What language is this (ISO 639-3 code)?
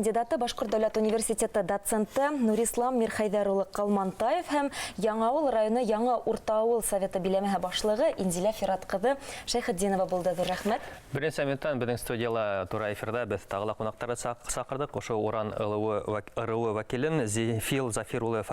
bak